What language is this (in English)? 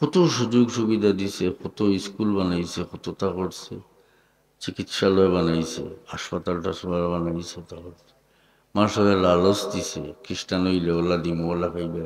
Sylheti